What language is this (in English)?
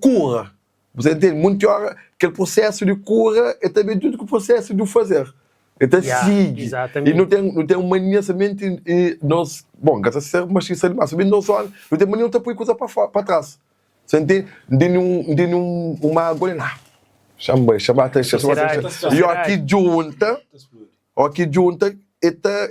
Kabuverdianu